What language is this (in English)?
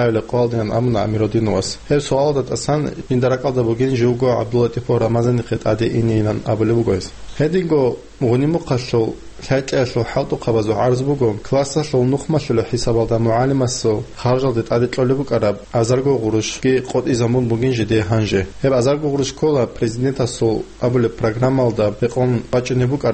Avaric